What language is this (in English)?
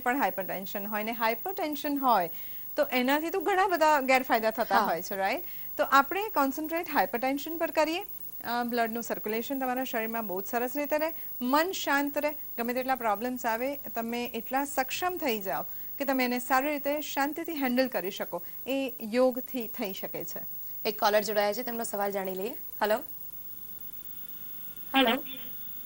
Gujarati